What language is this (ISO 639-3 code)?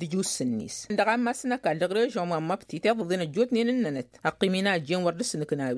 taq